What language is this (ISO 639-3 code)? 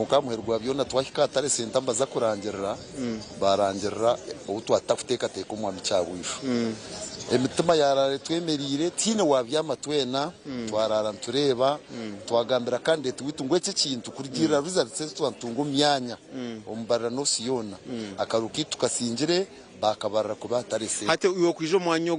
nyn